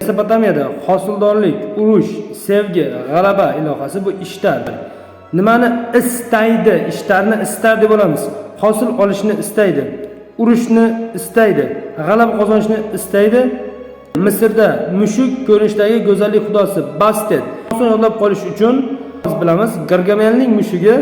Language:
Uzbek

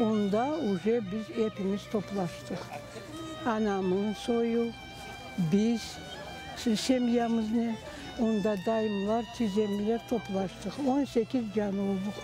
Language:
Crimean Tatar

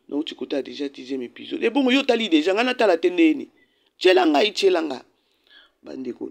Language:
Lingala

